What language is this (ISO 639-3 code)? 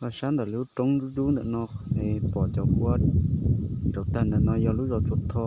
hmn